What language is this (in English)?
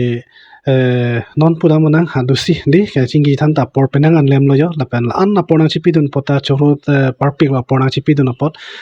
Karbi